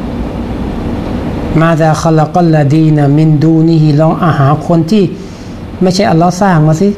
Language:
Thai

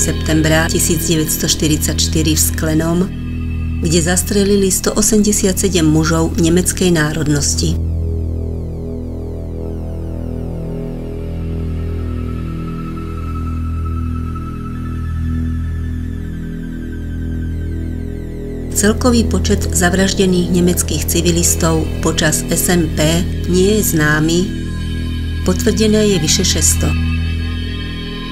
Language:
Slovak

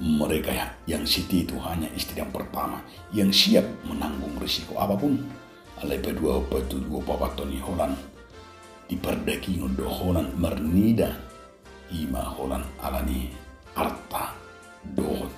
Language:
Batak Toba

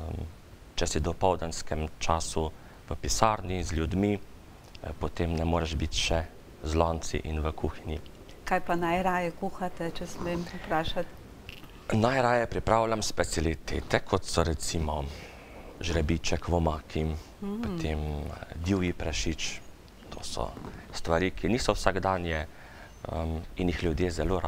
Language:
Slovenian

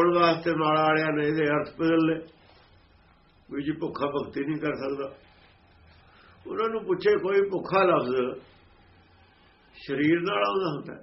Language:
Punjabi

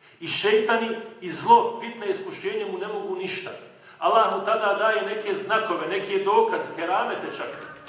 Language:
Bosnian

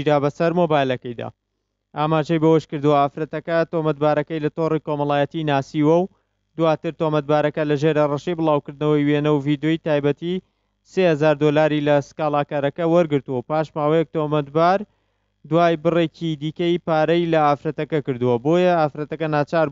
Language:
Central Kurdish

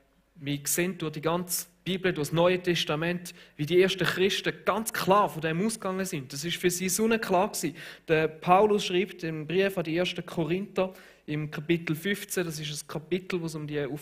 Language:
Swiss German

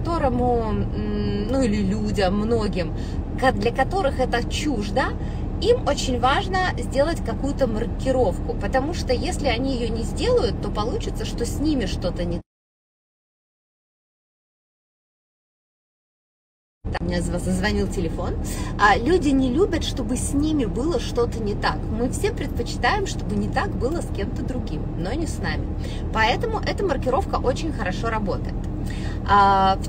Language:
Russian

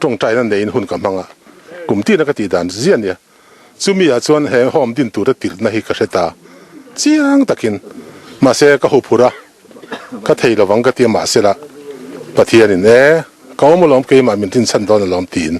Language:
Mizo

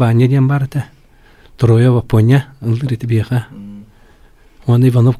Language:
Yakut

